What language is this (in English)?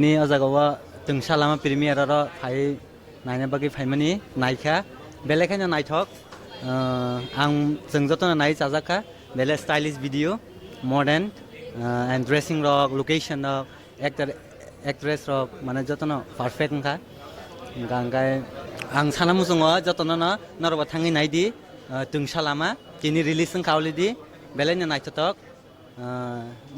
Kok Borok